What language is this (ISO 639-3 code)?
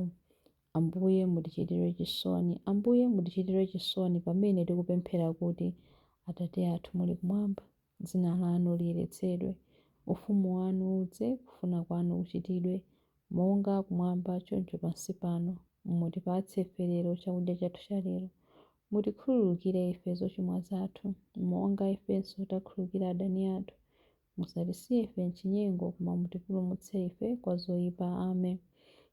nya